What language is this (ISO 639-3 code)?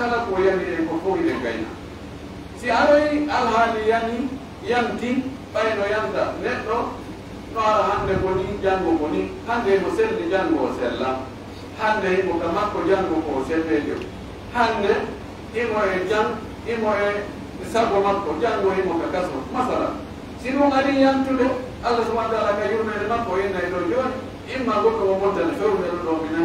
fuf